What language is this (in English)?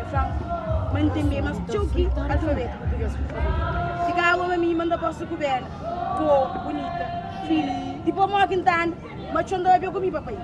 Kabuverdianu